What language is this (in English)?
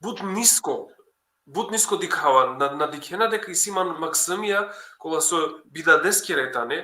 Balkan Romani